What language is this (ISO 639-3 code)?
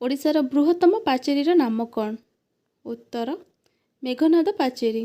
ori